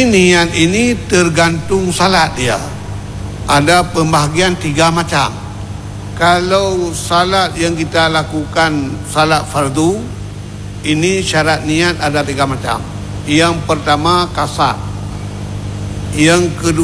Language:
Malay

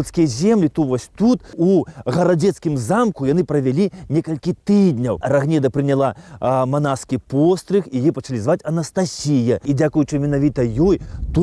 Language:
Belarusian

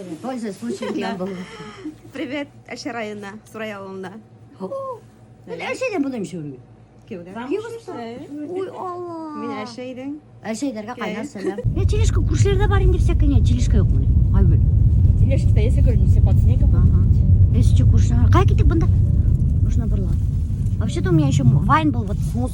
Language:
Bashkir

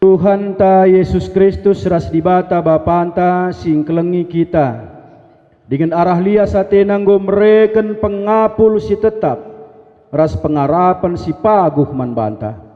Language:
Batak Karo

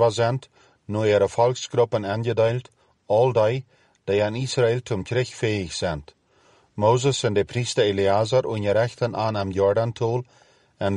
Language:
Plautdietsch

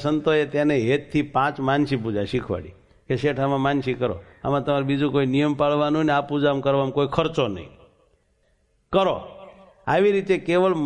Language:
Gujarati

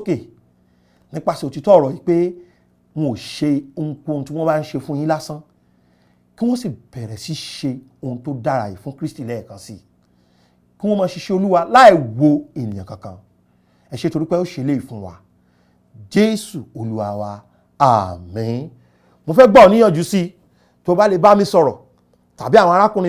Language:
Yoruba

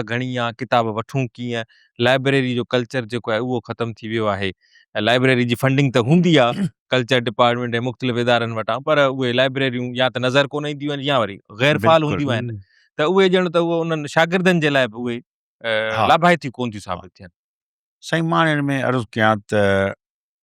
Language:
Sindhi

